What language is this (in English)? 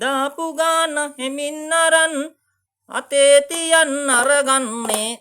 Sinhala